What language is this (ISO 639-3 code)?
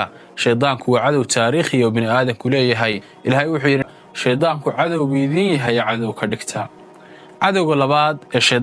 som